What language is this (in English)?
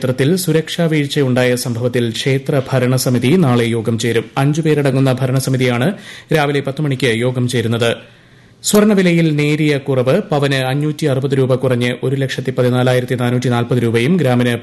Malayalam